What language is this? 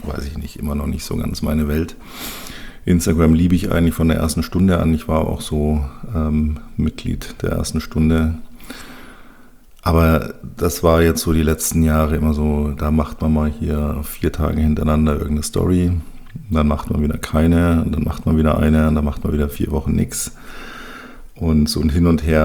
German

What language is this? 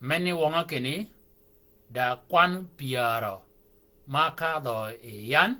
Shilluk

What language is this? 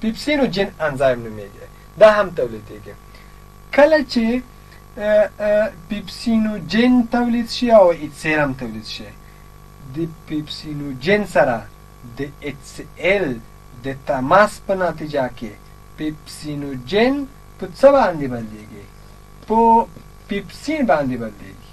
Pashto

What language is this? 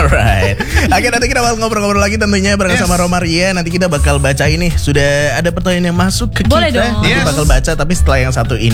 Indonesian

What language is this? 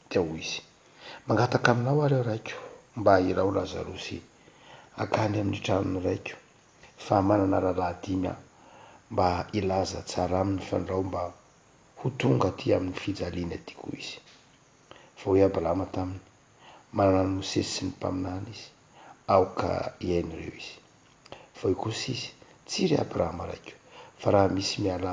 Malagasy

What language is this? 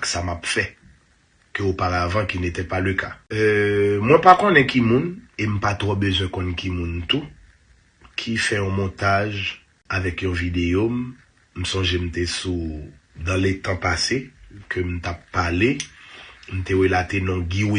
Haitian Creole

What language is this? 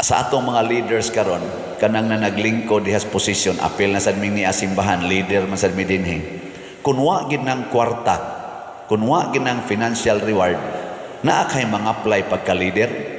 Cebuano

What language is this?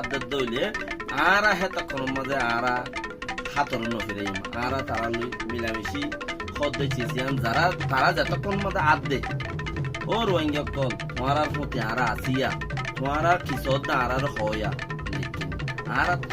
Rohingya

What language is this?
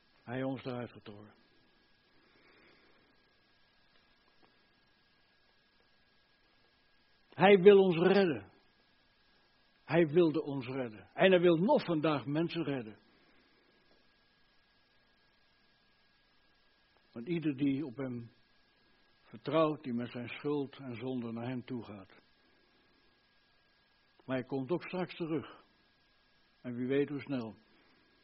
Dutch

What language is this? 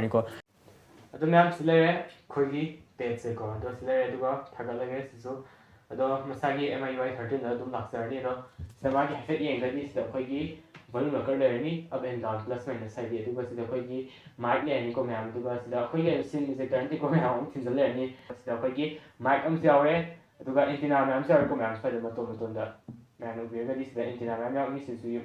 Manipuri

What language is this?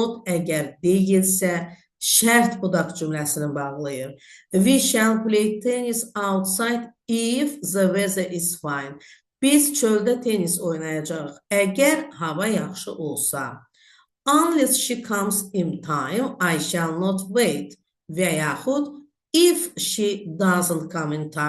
Azerbaijani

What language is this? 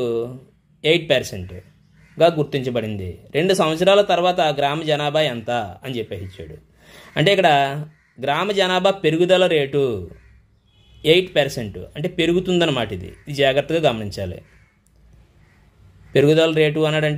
Telugu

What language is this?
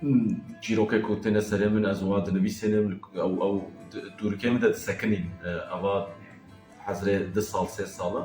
Kurdish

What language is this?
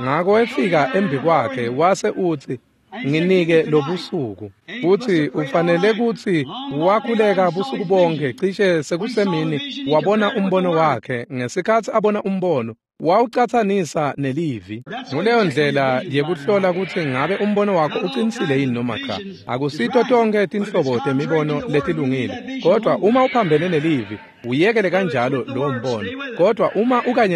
Swati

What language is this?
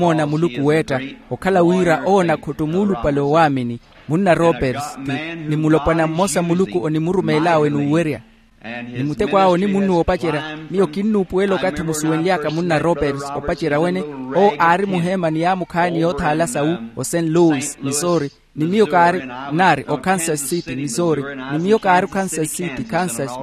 Makhuwa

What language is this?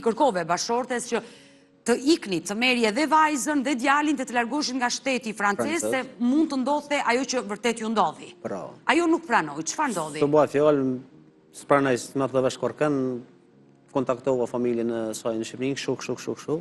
Albanian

